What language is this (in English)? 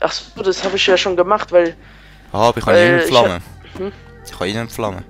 Swiss German